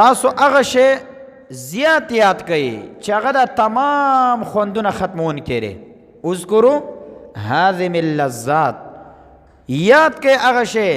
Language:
Pashto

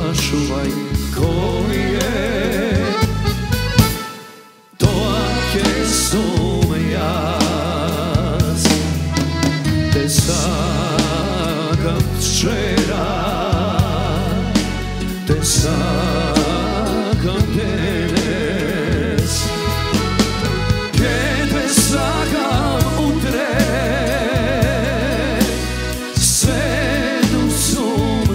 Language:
Macedonian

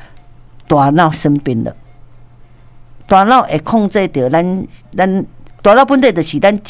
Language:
Min Nan Chinese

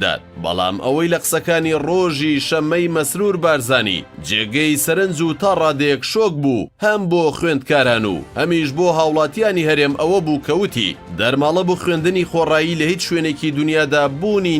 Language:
Central Kurdish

